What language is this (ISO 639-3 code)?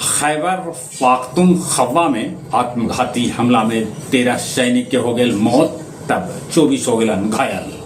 mag